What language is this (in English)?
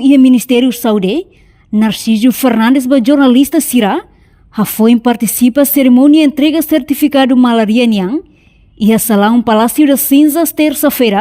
Tetum